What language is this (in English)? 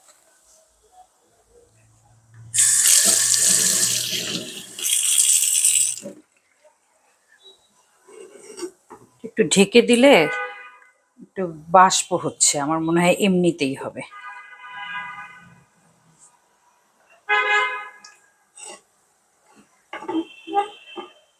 Bangla